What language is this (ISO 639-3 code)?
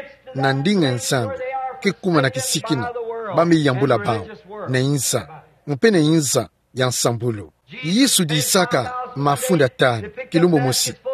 ktu